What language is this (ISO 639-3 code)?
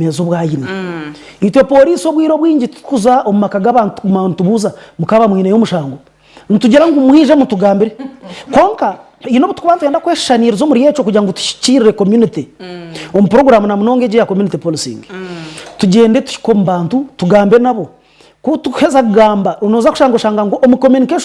nyn